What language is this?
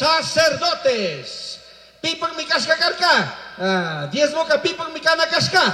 Chimborazo Highland Quichua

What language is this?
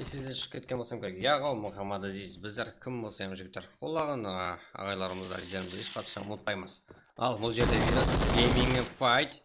Kara-Kalpak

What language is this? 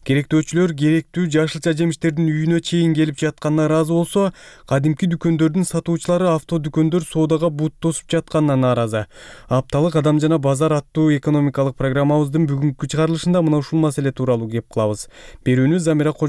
Kyrgyz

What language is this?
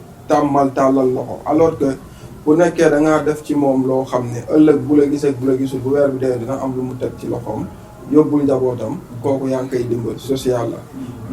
Wolof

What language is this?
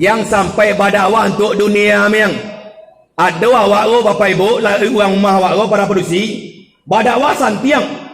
Minangkabau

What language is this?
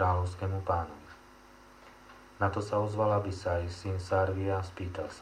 Slovak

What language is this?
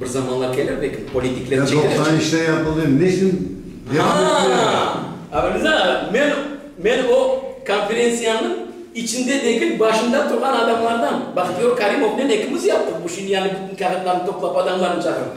Crimean Tatar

